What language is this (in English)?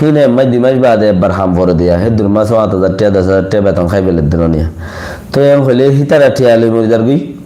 Rohingya